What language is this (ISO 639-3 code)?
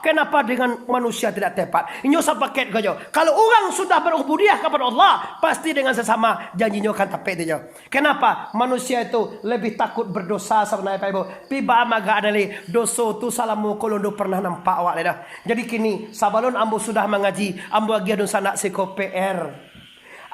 min